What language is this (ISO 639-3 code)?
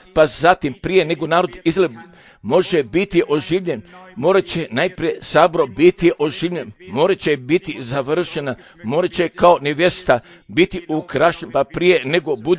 hrv